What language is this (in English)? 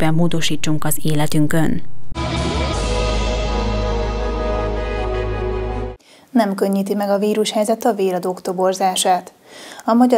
Hungarian